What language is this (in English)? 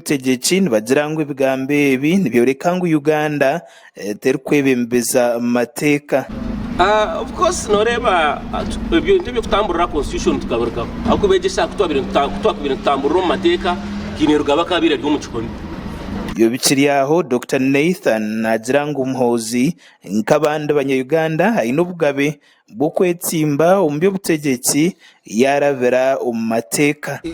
Nyankole